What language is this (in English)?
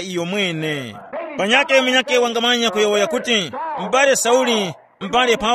Tumbuka